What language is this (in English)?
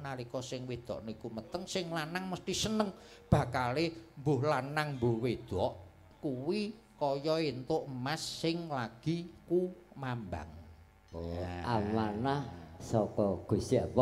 Javanese